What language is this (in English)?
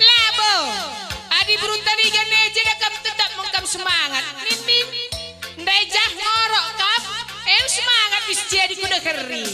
Batak Karo